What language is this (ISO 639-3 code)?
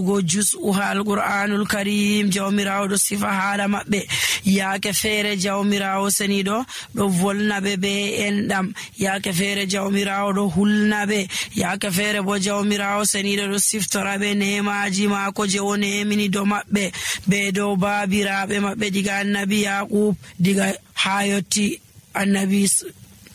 fuv